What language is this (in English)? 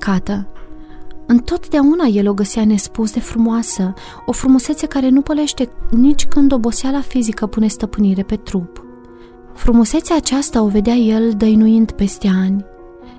Romanian